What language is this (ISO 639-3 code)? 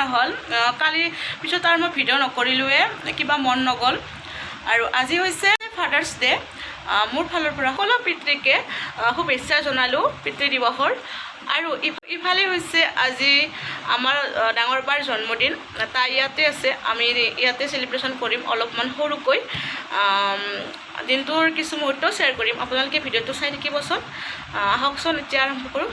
asm